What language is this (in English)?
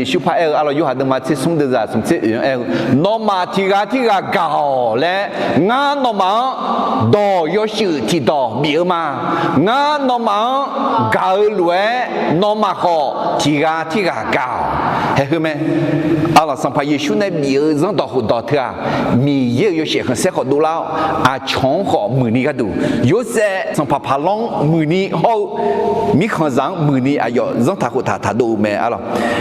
Akha